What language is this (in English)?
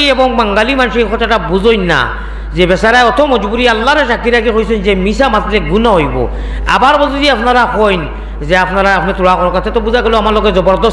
Sylheti